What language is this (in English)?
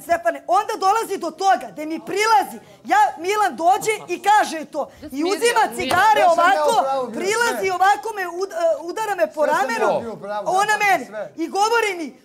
Serbian